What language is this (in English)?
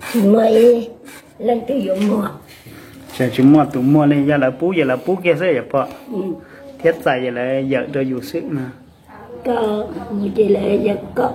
Hmong